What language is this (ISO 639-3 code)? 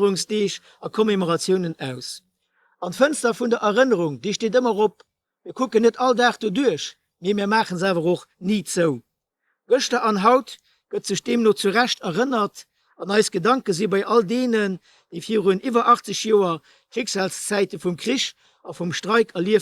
ltz